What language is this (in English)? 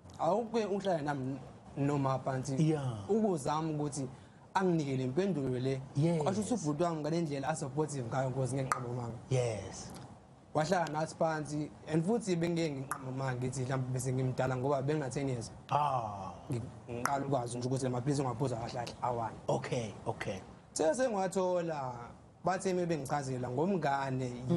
Zulu